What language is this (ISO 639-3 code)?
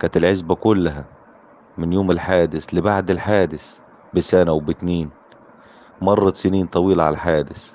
arz